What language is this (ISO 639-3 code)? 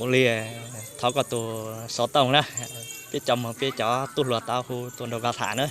hmn